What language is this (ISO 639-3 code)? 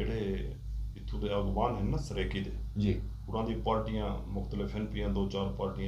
skr